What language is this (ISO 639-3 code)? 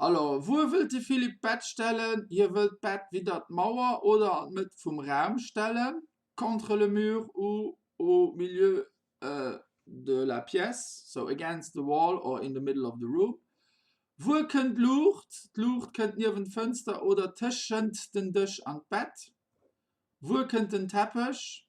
ltz